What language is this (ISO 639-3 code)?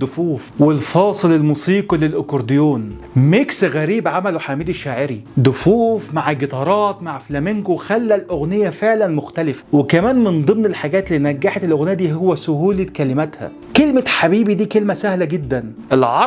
arz